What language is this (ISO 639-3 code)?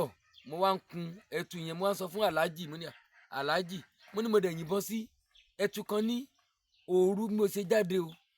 yor